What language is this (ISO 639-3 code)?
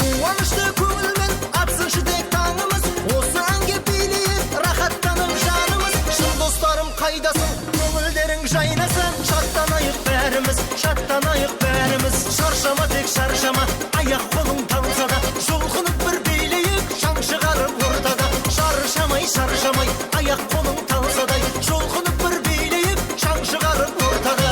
kaa